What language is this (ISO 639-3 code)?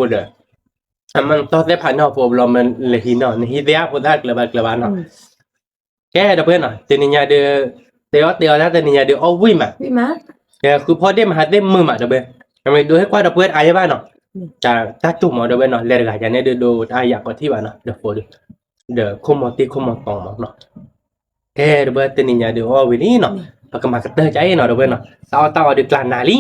ksw